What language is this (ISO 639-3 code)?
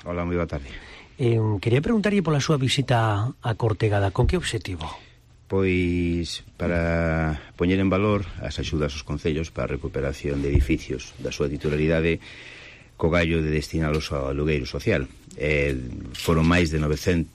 glg